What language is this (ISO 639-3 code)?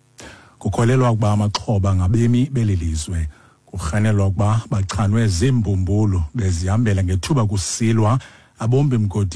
xho